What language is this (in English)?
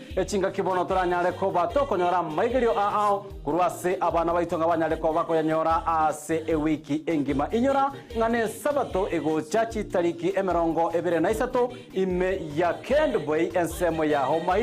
Gusii